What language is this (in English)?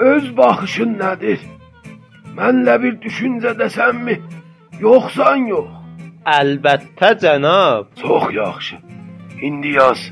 South Azerbaijani